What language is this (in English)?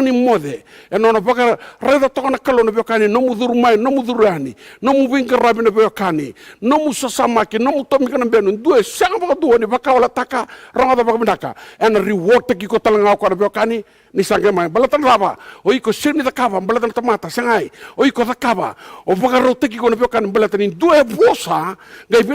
Fijian